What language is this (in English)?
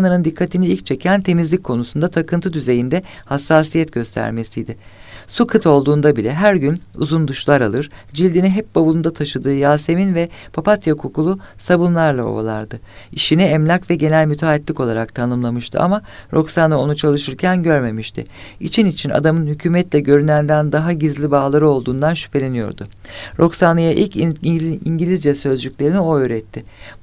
Turkish